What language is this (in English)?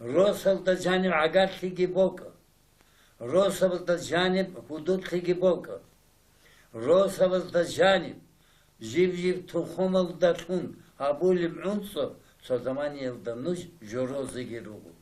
Avaric